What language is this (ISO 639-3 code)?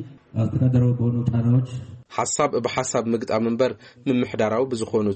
tir